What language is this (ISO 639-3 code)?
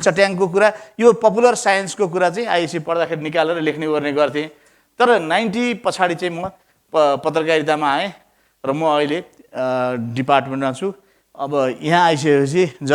nep